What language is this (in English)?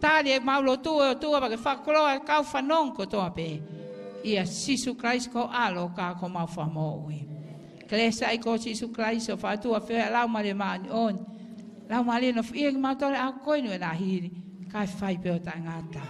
Tongan